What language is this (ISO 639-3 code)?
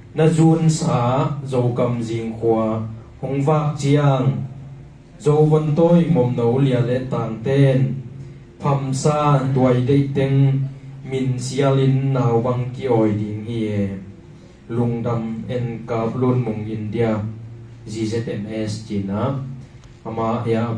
ctd